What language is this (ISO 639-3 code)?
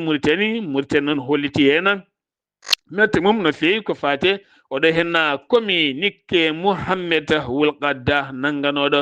ful